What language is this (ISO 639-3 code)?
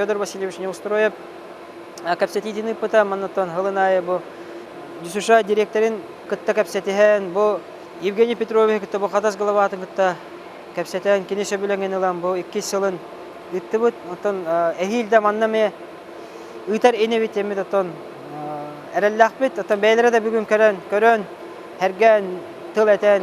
sah